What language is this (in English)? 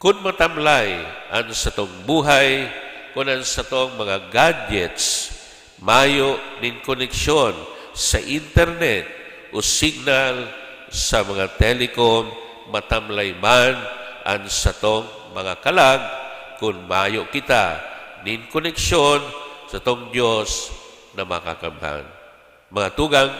Bikol